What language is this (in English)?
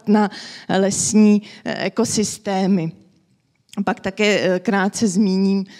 Czech